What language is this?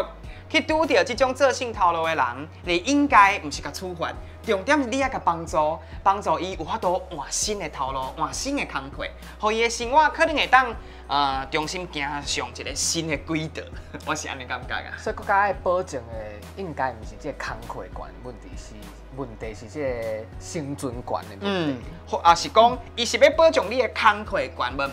Min Nan Chinese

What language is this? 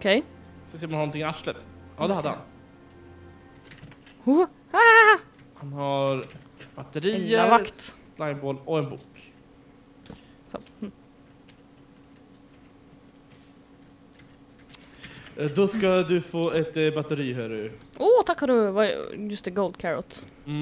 Swedish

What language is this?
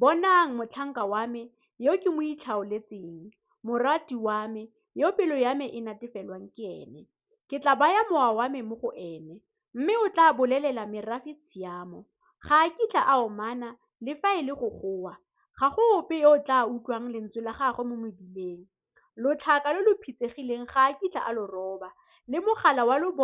Tswana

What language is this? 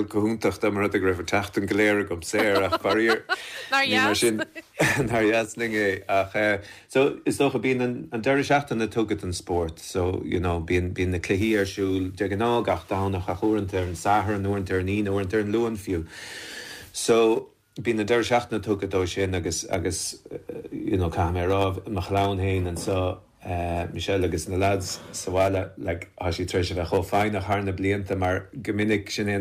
Irish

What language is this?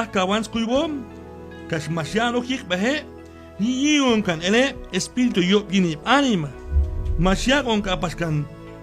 Q'anjob'al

